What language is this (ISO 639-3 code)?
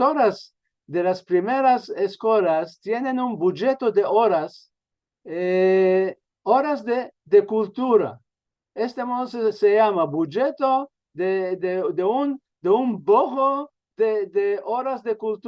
lad